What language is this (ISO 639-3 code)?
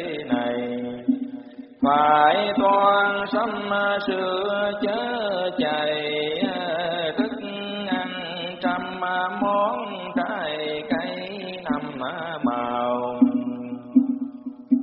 vie